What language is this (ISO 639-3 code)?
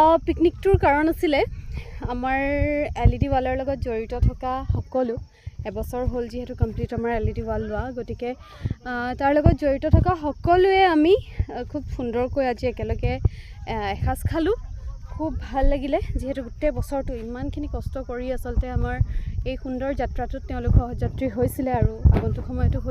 asm